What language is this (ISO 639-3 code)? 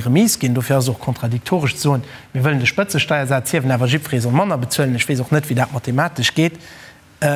ltz